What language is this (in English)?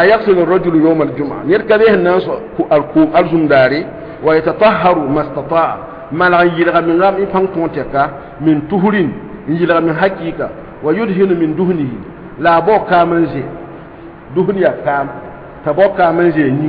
Mossi